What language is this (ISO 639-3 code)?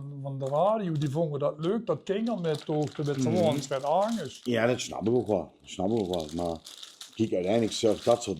lim